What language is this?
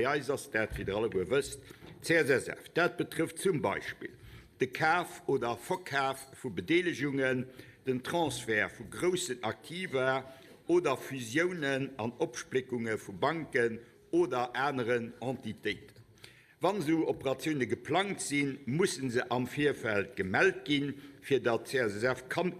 Luxembourgish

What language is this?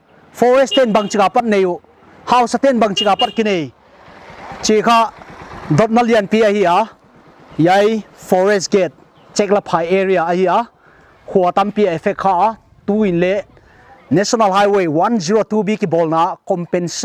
Paite Chin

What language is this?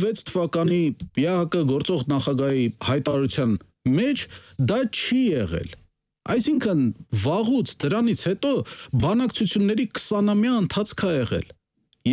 Armenian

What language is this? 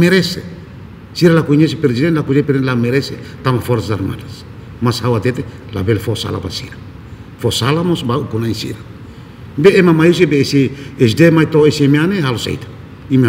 Tetum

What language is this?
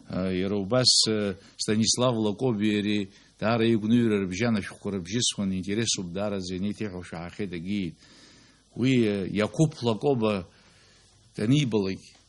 Abkhazian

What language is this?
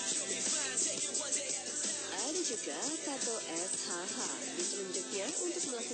Indonesian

